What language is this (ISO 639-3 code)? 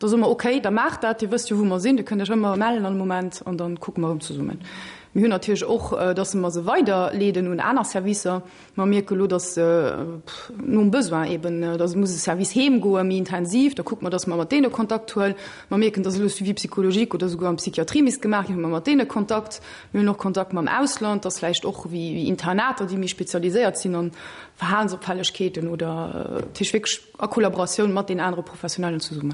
ltz